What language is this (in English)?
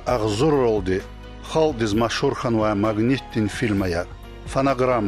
Lezghian